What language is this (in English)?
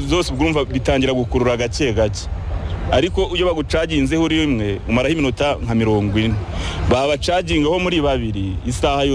Kinyarwanda